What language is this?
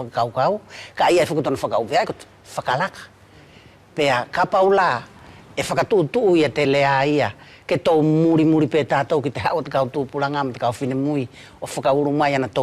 Wallisian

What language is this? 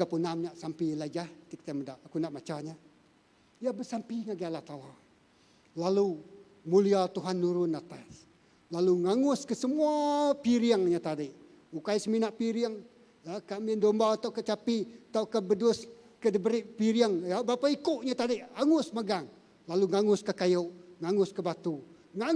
Iban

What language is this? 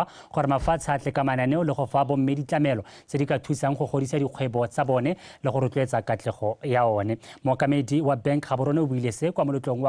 Tswana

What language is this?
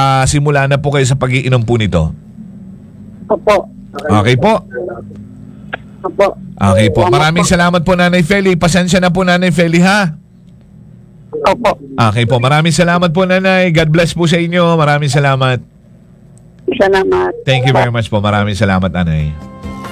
Filipino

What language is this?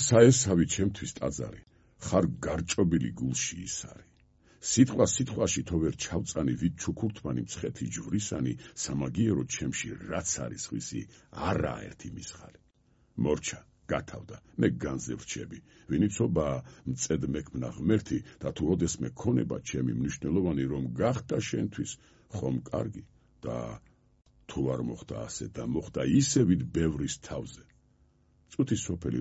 Georgian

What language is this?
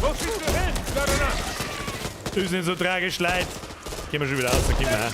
Bavarian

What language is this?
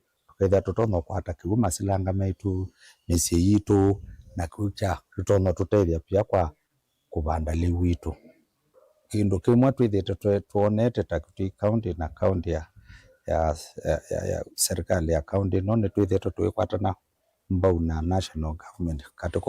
Kamba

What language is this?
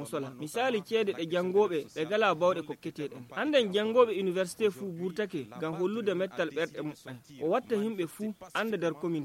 Nigerian Fulfulde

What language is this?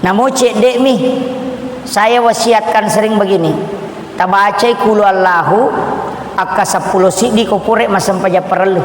Buginese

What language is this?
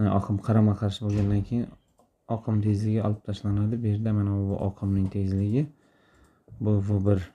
Uzbek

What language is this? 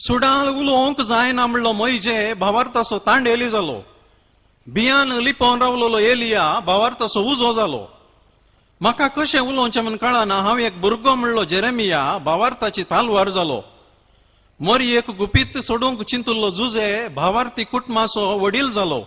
Konkani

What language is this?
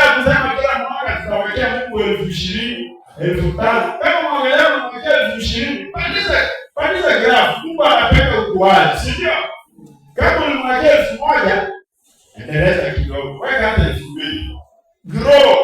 Swahili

